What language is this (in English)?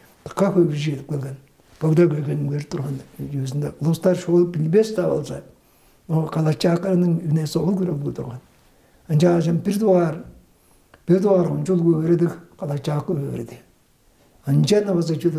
Tuvinian